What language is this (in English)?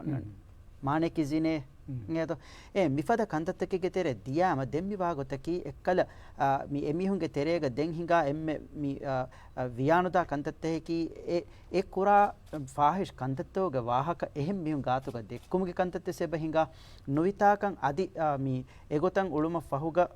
Divehi